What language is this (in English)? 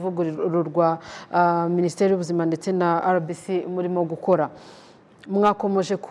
Kinyarwanda